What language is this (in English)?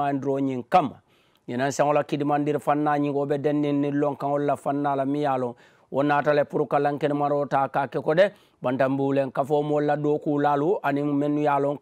Mandingo